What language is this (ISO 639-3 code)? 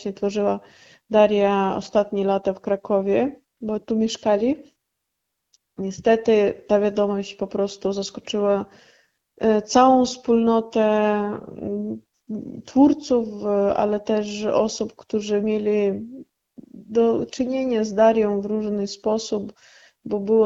pol